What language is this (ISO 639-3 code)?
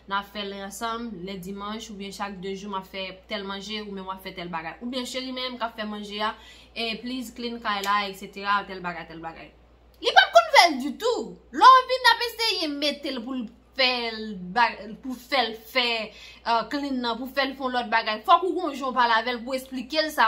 hat